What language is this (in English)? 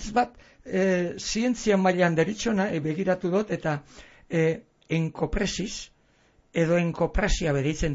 Basque